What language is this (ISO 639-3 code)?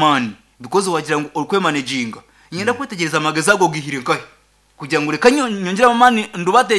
nyn